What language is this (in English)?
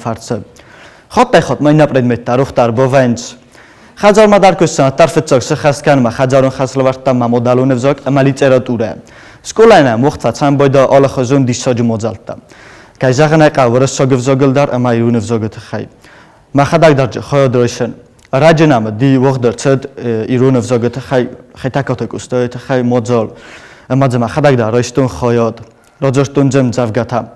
Ossetic